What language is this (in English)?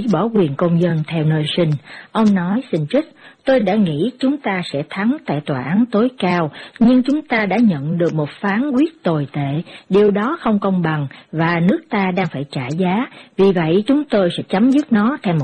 Vietnamese